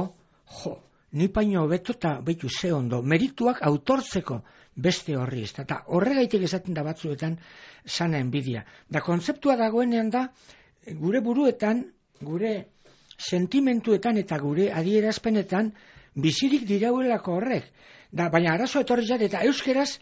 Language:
Basque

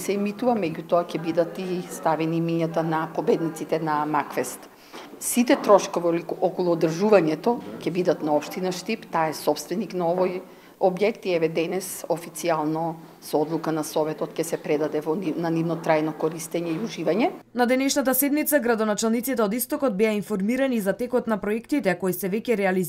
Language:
Macedonian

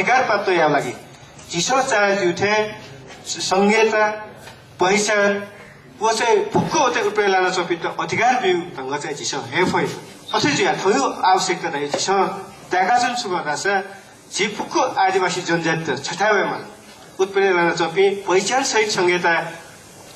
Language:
Newari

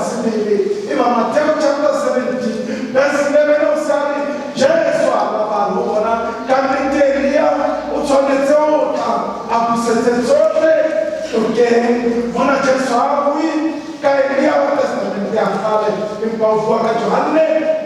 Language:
Southern Sotho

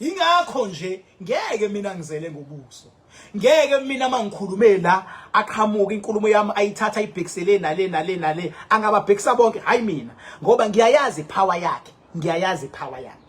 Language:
Zulu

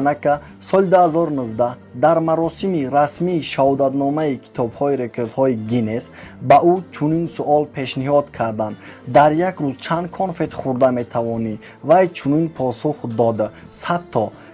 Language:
Tajik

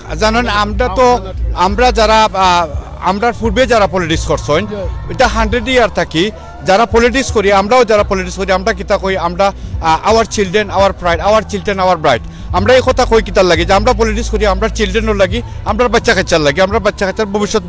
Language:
Sylheti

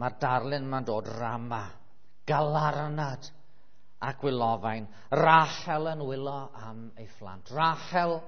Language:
Welsh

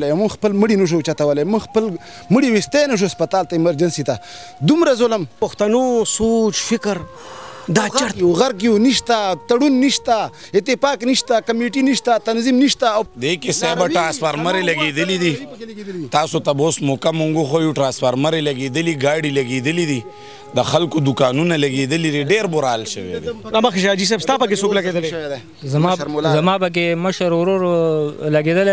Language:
Pashto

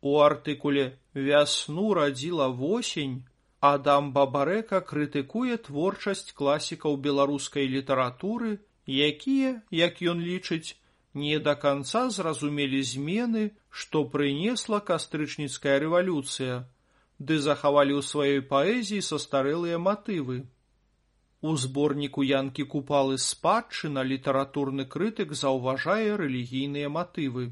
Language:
Belarusian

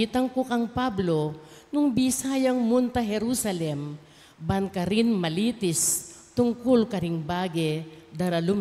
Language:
Pampanga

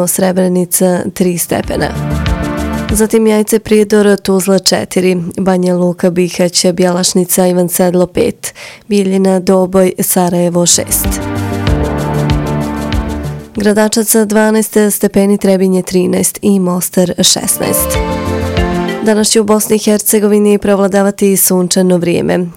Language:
Bosnian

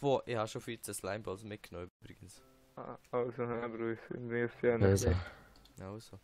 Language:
Swiss German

